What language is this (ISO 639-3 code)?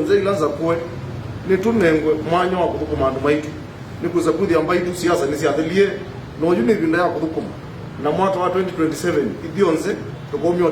kam